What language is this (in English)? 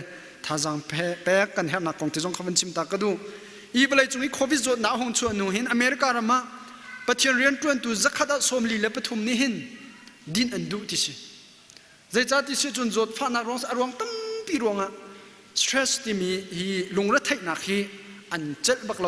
Hakha Chin